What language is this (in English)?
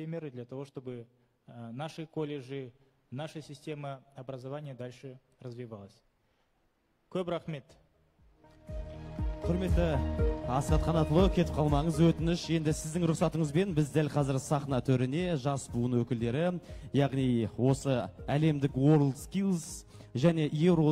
Kazakh